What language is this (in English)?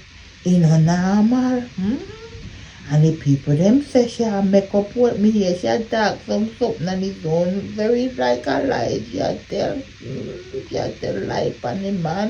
Jamaican Creole English